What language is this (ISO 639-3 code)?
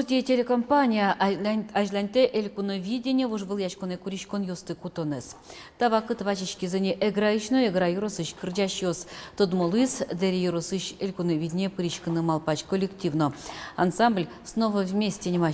udm